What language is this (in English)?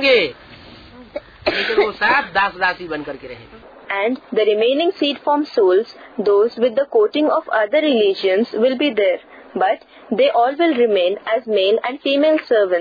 Hindi